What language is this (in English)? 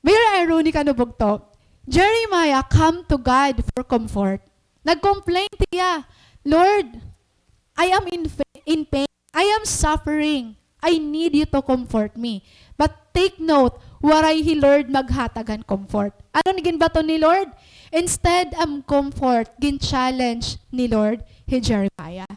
Waray